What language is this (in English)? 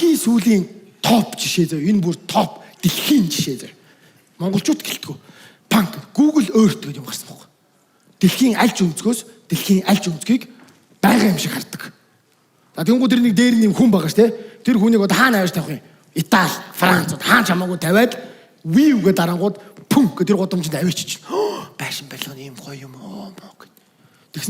Mongolian